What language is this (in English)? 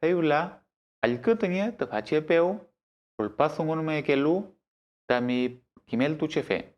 Mapuche